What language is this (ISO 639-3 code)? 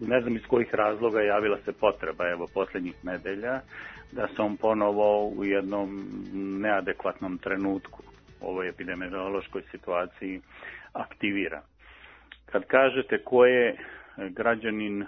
srp